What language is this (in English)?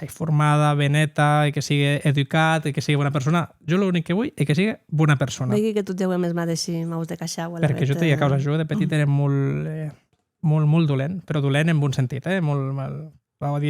Occitan